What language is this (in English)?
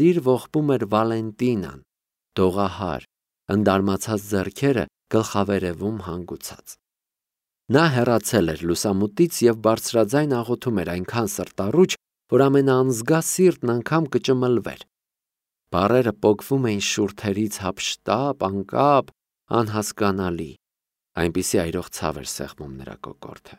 Armenian